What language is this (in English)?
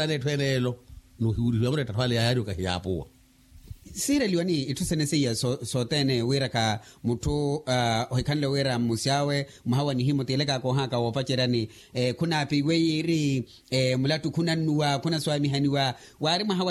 Makhuwa